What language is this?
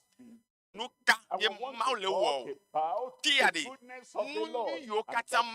Ewe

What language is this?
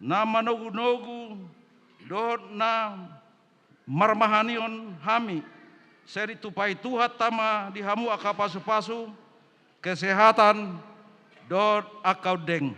Batak Toba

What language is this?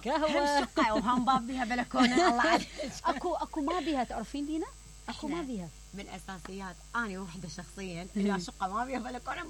Mesopotamian Arabic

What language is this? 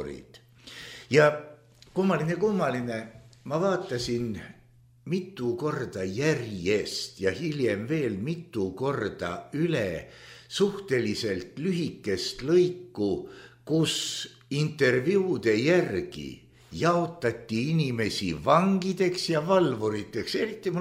Estonian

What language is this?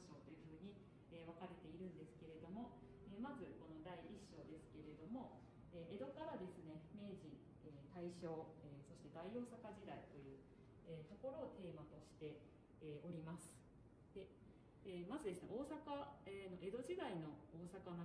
Japanese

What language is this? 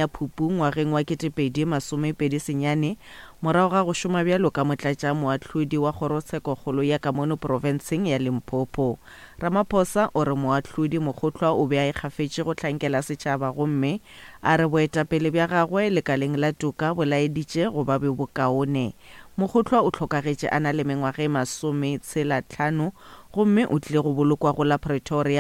Northern Sotho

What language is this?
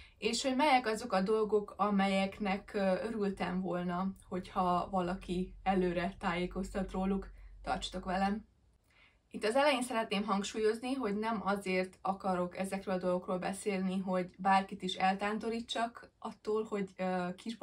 Hungarian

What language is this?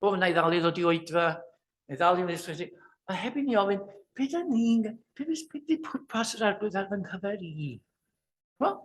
Welsh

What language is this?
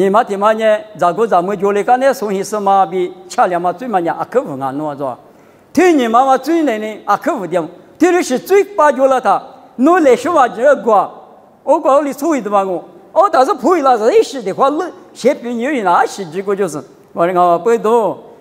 Lisu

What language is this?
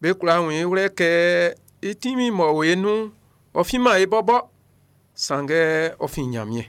Baoulé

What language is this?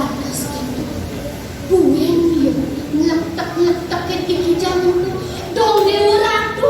Balinese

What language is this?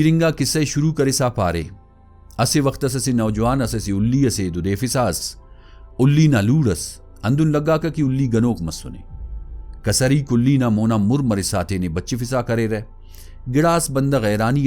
Brahui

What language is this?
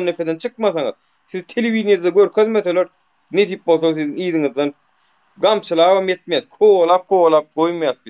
Turkmen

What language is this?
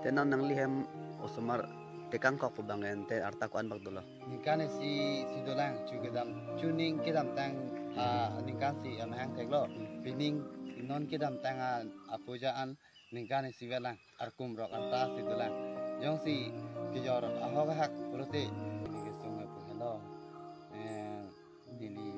Karbi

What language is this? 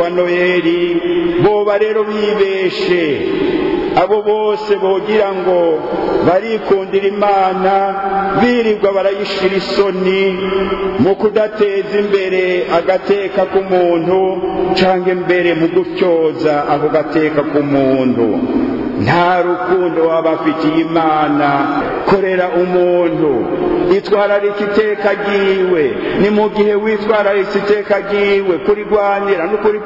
Rundi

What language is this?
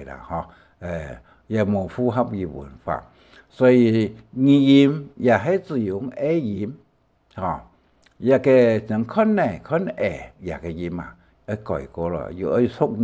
Hakka Chinese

